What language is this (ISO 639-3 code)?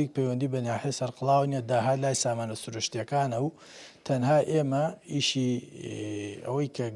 ckb